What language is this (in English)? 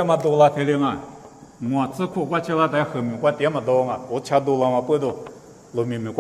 Lisu